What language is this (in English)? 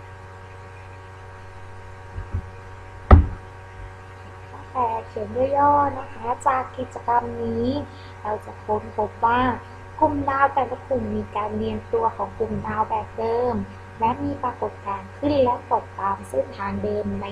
Thai